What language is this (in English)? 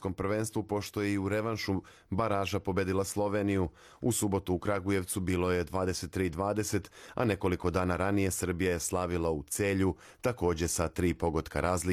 Serbian